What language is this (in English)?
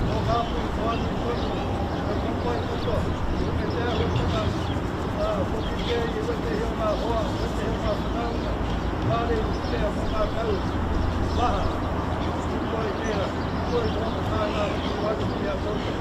Māori